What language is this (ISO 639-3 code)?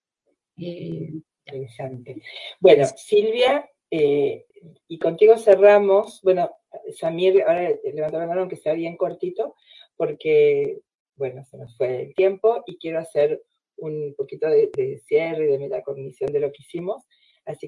spa